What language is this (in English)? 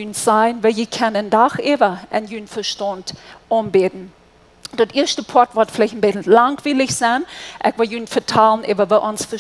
Plautdietsch